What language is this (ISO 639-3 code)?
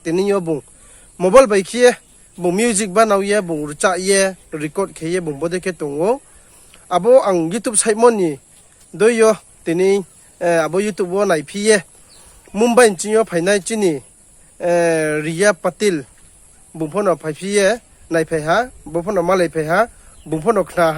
ria